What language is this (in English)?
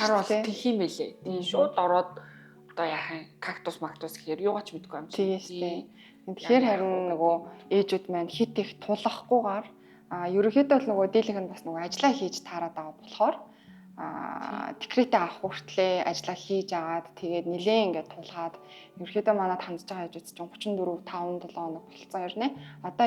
Mongolian